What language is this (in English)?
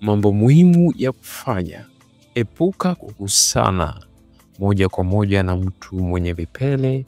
Swahili